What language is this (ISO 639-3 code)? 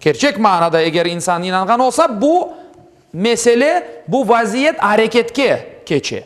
crh